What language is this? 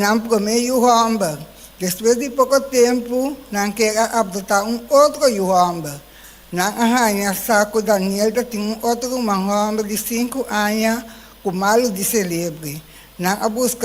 Papiamento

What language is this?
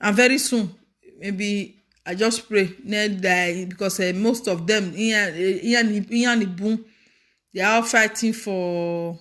Nigerian Pidgin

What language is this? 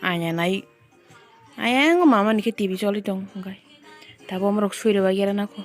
Kok Borok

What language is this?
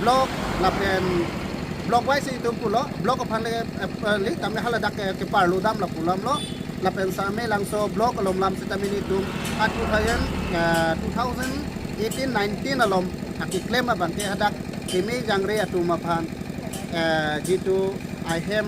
Karbi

